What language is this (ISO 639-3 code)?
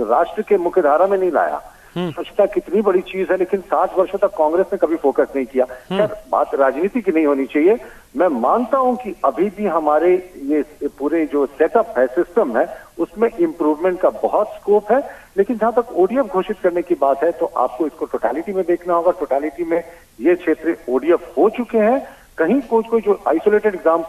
hin